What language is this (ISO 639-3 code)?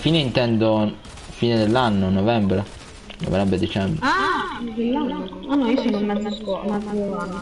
ita